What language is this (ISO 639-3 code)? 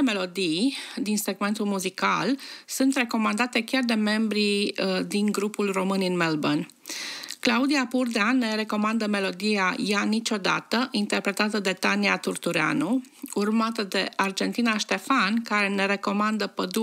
ron